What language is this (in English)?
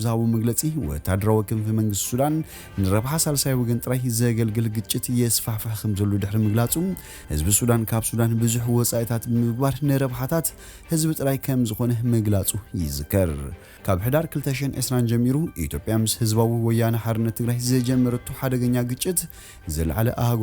Tigrinya